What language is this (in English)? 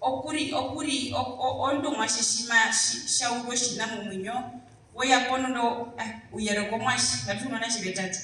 Herero